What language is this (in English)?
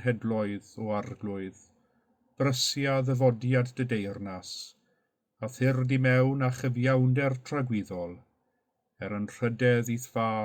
Welsh